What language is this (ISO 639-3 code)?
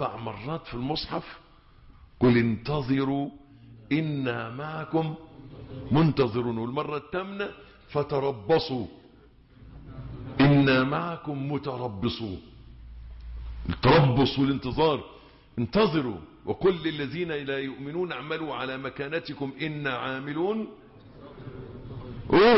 ara